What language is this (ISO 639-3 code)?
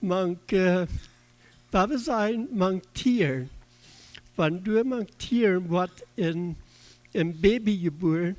pdt